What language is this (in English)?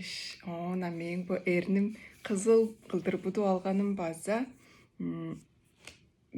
Tuvinian